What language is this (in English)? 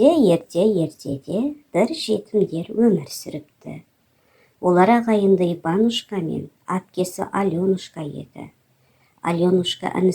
Kazakh